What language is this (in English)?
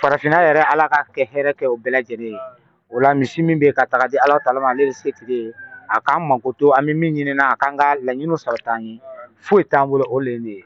Bambara